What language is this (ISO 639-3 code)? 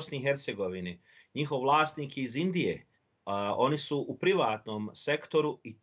bos